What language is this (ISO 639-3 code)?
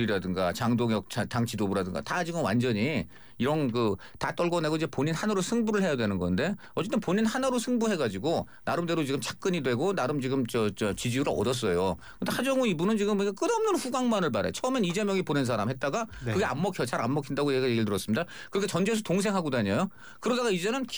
kor